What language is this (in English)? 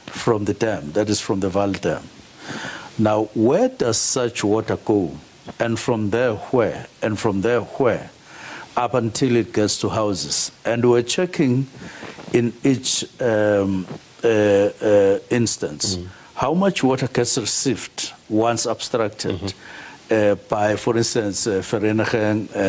Venda